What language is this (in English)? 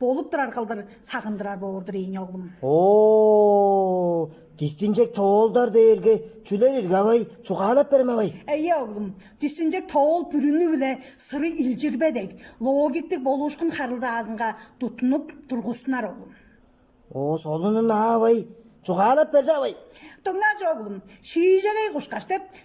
Tuvinian